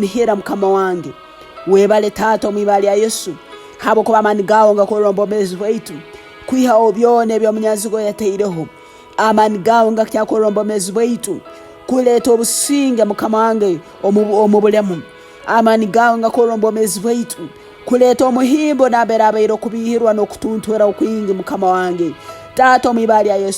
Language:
Tooro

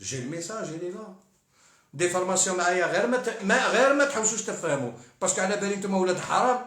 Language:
Algerian Arabic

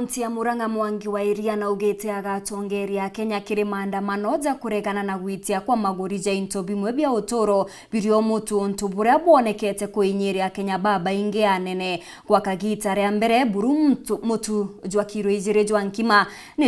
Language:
Meru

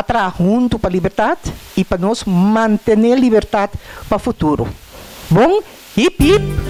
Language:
Papiamento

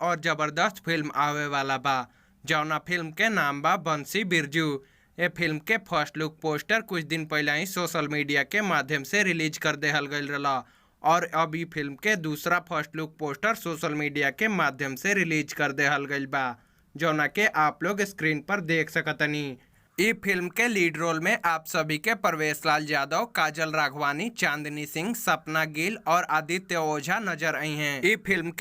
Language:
Bhojpuri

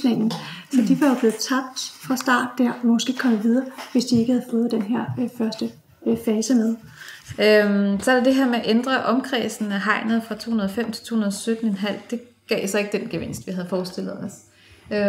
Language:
Danish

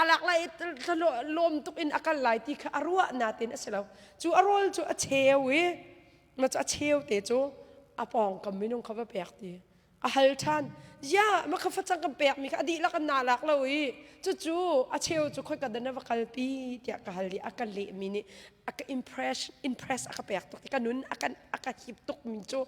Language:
Hakha Chin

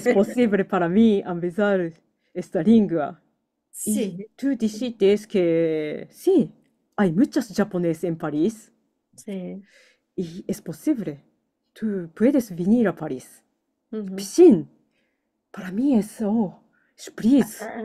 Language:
Ladino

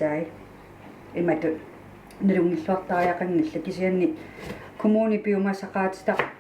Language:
Kalaallisut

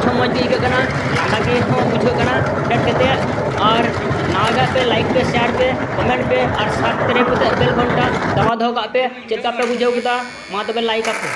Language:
Santali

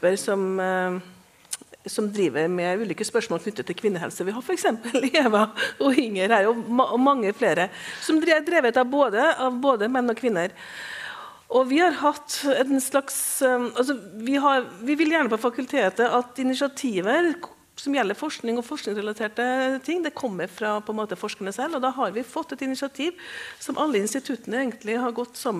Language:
Norwegian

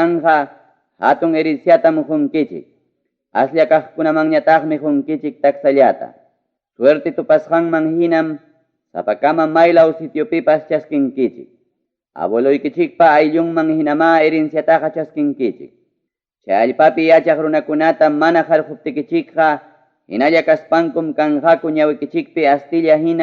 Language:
Ayacucho Quechua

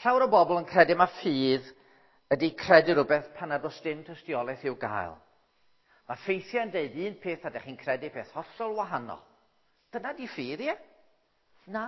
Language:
Welsh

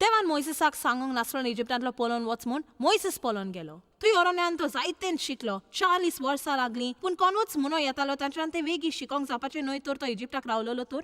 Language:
Konkani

